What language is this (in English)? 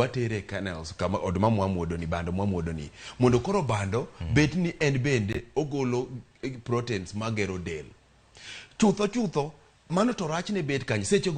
Luo (Kenya and Tanzania)